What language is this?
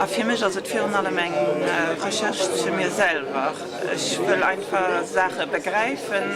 Luxembourgish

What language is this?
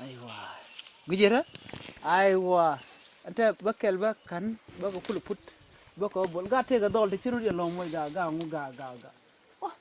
Nuer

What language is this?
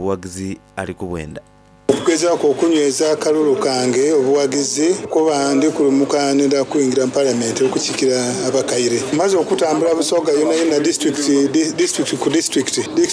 Soga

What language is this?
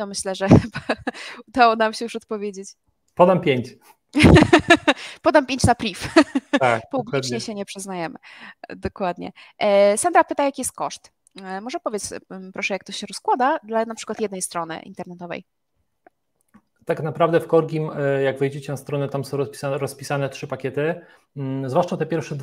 Polish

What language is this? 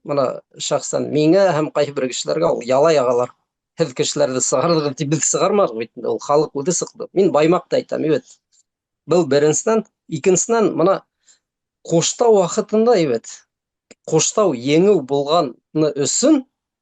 Bashkir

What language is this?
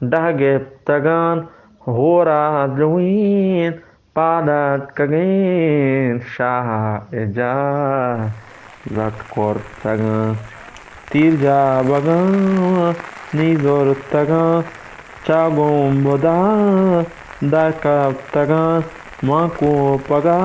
Eastern Balochi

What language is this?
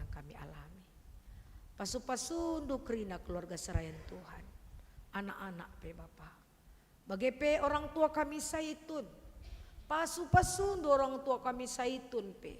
Batak Karo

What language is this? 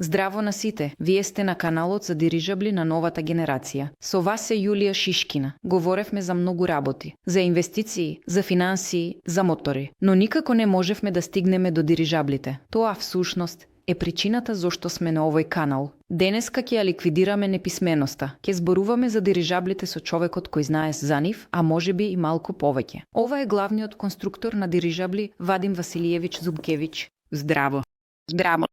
Macedonian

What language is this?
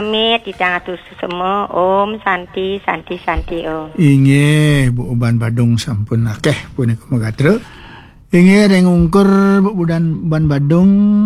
Balinese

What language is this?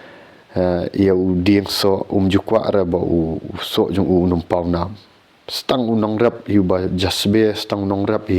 Khasi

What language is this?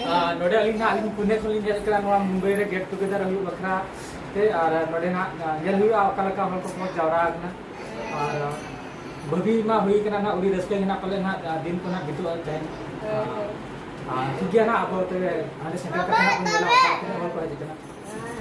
Santali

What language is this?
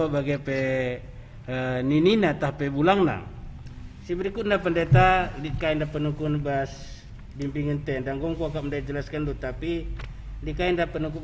Batak Karo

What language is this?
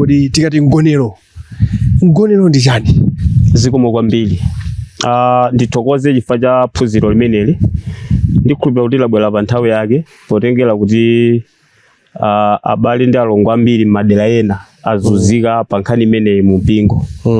Nyanja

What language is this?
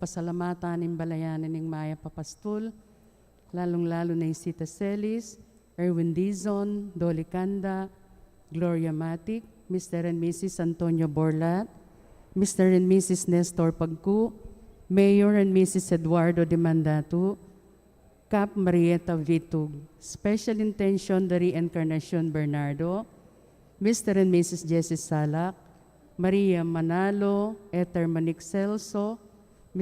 Pampanga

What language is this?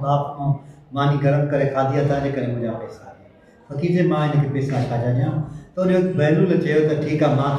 Sindhi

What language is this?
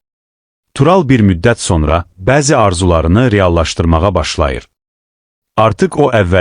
Azerbaijani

